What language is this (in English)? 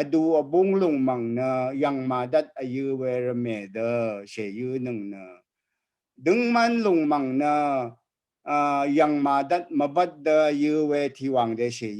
Rawang